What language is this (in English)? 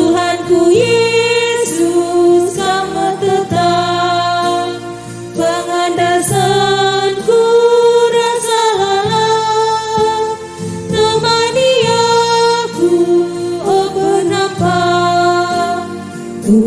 Batak Karo